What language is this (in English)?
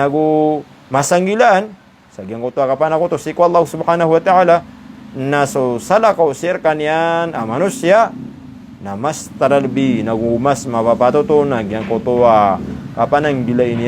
Maranao